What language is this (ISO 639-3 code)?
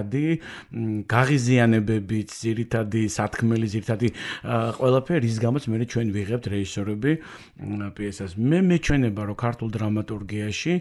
kat